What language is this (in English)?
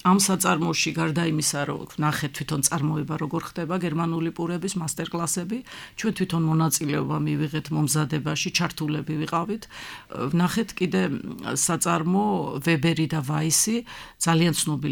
Georgian